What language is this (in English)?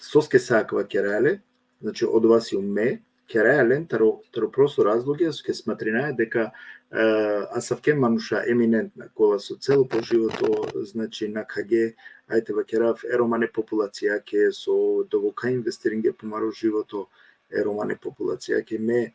Balkan Romani